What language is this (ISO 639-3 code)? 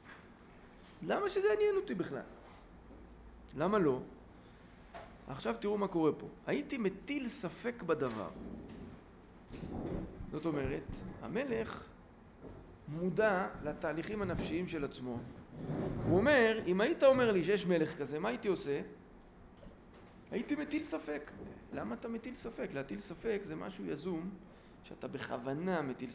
heb